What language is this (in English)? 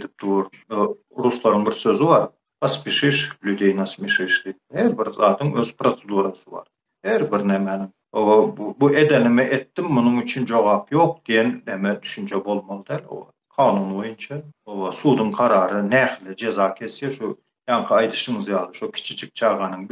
Turkmen